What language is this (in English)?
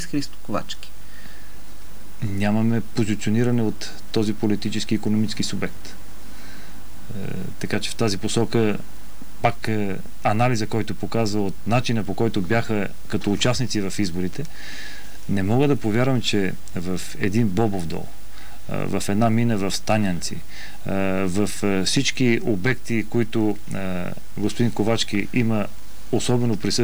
Bulgarian